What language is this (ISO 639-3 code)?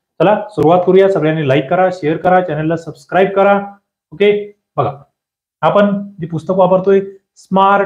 mar